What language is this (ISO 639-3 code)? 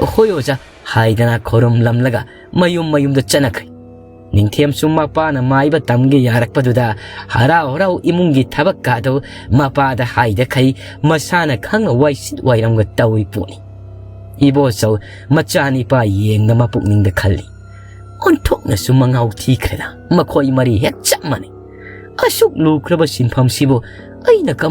mni